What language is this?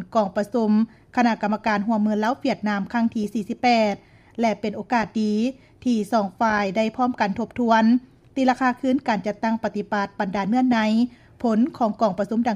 Lao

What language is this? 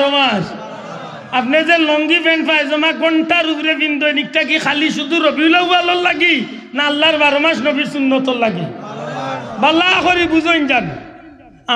Sylheti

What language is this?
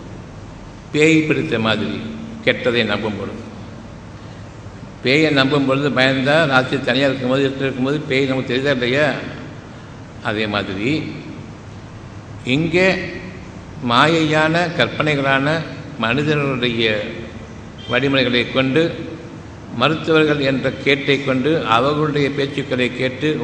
Tamil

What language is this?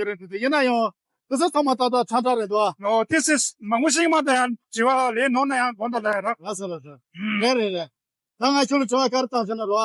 Tibetan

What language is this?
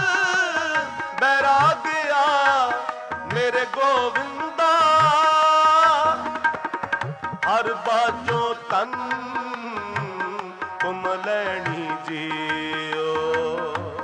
Punjabi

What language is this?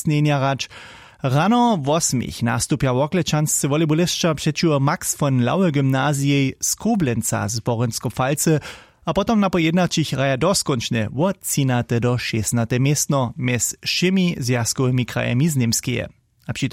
Upper Sorbian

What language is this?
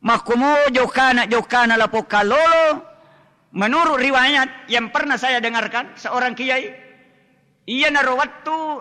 Buginese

